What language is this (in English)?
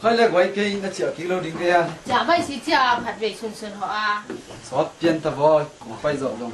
Tedim Chin